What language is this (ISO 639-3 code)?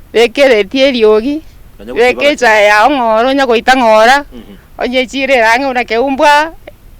guz